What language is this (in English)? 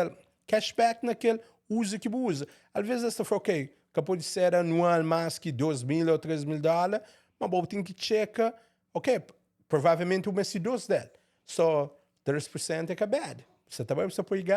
Kabuverdianu